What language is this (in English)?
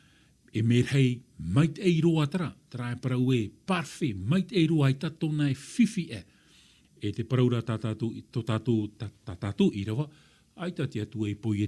Tahitian